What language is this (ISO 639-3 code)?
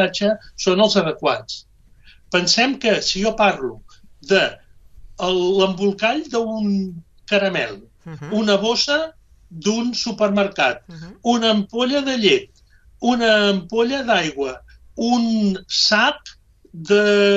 cat